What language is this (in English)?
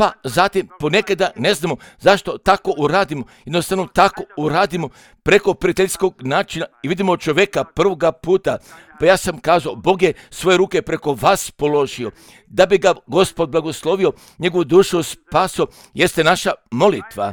Croatian